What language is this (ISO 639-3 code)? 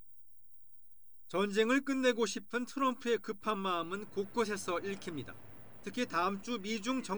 kor